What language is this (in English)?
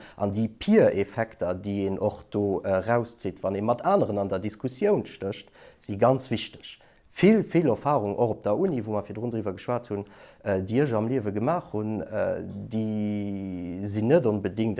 Luxembourgish